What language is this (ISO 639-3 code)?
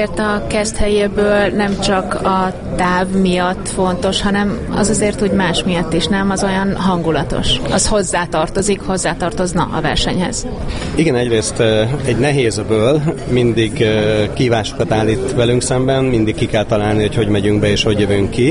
hun